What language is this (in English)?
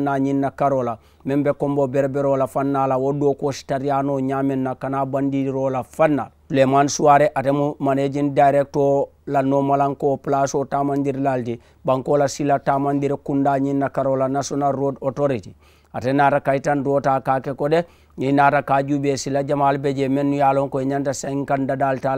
Mandingo